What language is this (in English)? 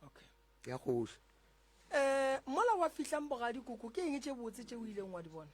Northern Sotho